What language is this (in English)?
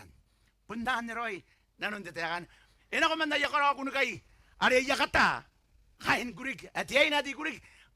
Gilbertese